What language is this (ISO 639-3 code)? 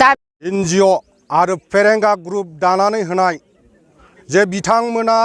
brx